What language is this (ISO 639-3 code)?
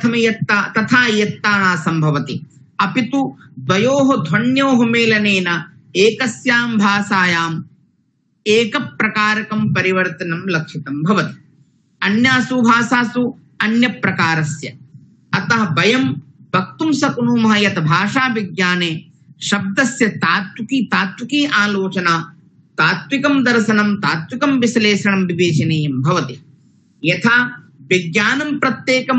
san